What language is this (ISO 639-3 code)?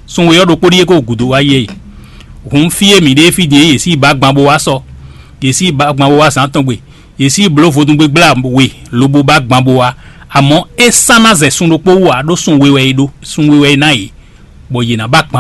fon